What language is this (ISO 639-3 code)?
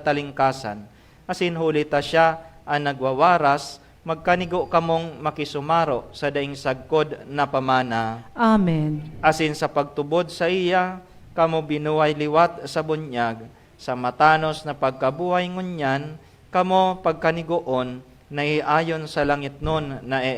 bik